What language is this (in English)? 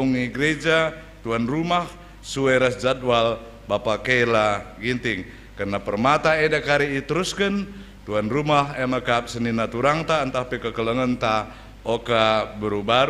Batak Karo